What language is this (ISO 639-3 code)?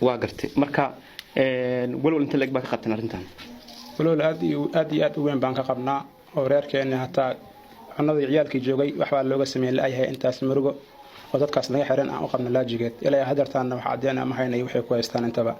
som